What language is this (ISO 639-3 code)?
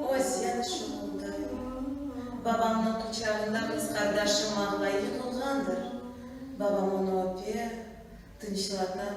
crh